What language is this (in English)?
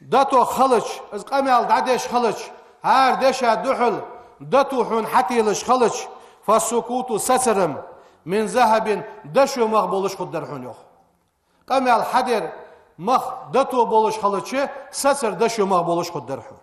Ingush